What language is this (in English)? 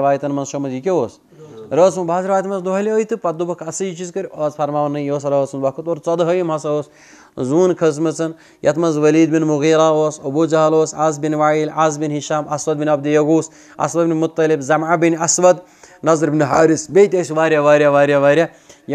Kashmiri